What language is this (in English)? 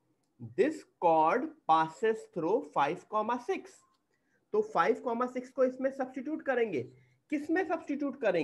Hindi